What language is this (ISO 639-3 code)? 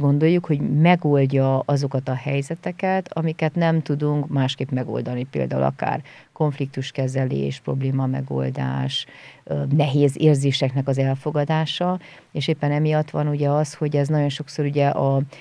hun